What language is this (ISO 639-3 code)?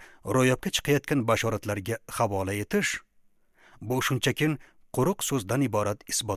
uzb